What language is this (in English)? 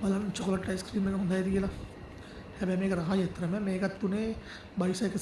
Sinhala